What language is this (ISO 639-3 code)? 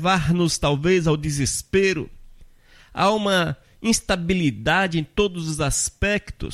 por